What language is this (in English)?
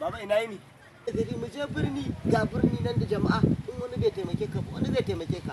Hausa